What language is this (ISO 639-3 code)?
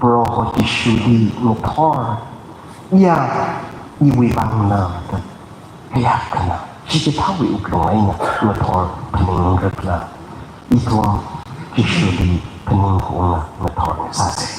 nmf